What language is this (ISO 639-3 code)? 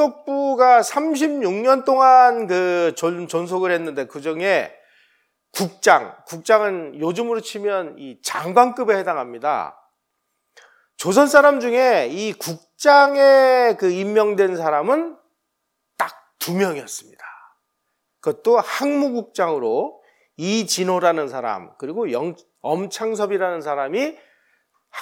kor